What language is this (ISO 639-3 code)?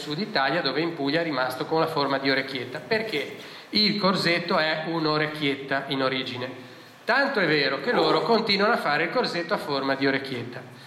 ita